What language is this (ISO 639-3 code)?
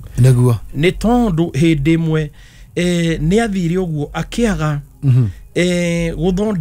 kik